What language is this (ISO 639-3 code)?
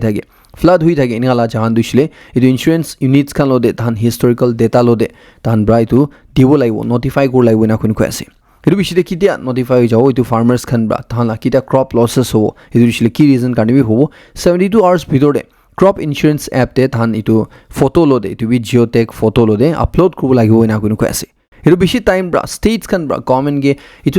nag